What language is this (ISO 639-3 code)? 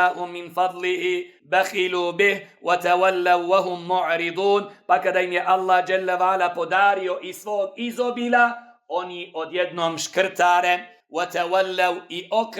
bos